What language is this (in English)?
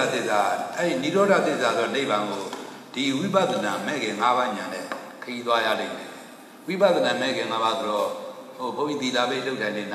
Burmese